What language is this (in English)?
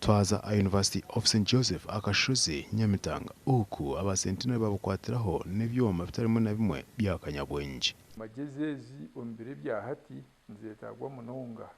Nyankole